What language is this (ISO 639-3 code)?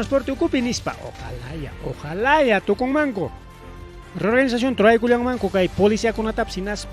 quy